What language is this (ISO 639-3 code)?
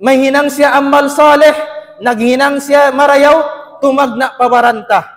tsg